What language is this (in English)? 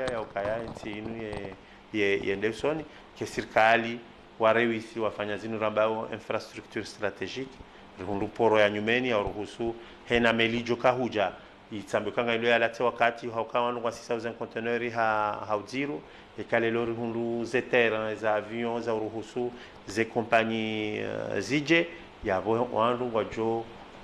Ngazidja Comorian